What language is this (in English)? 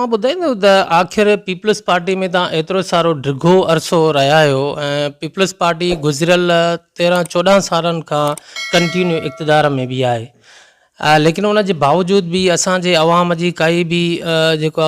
Sindhi